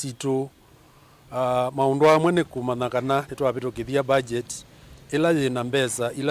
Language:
Kamba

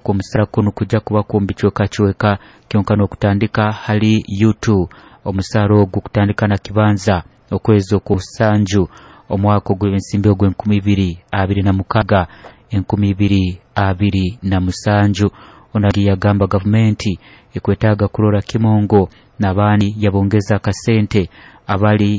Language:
Nyoro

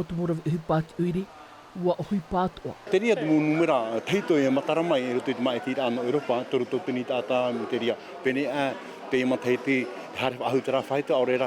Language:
Tahitian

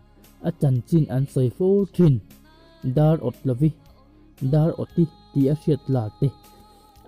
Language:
Mizo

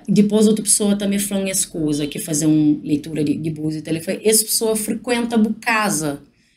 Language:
Kabuverdianu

